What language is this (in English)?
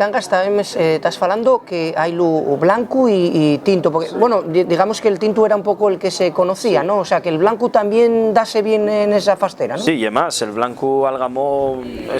Asturian